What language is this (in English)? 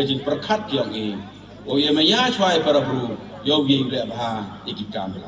Pnar